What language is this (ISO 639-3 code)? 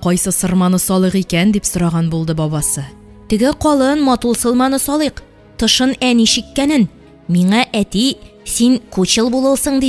tat